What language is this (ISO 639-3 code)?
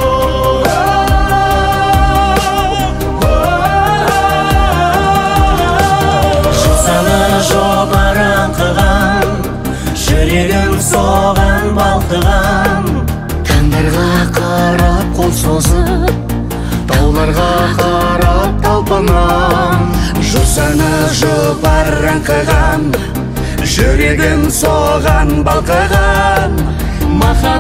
kaz